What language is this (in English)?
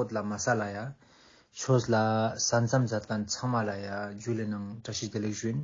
Ladakhi